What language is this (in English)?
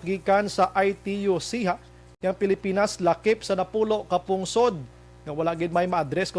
Hiligaynon